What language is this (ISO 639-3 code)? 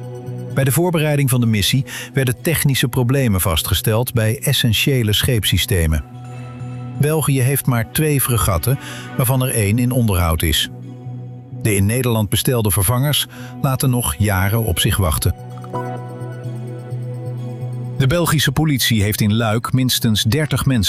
nld